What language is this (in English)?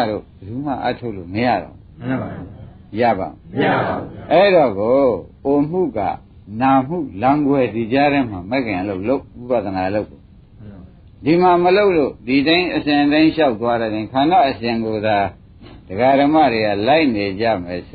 Burmese